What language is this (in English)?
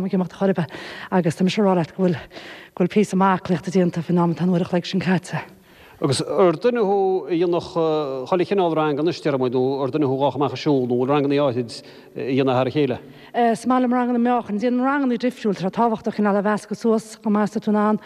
Irish